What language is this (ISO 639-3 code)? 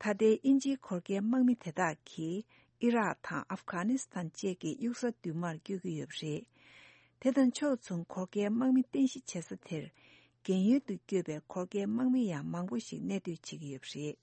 bod